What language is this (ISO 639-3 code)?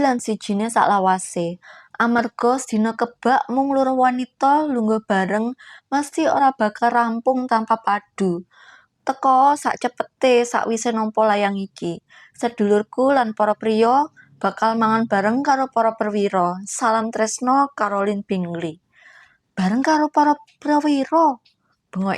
jav